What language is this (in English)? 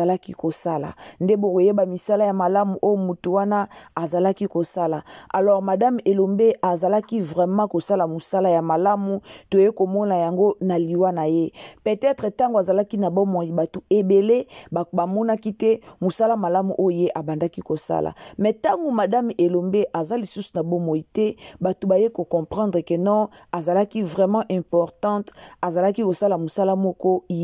Lingala